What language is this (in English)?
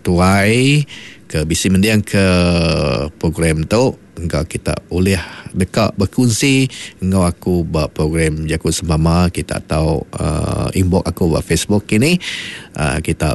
Iban